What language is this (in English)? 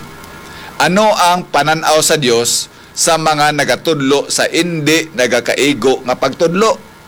Hiligaynon